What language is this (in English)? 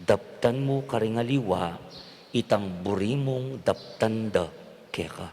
Pampanga